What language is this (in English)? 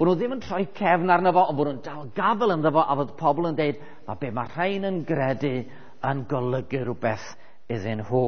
Welsh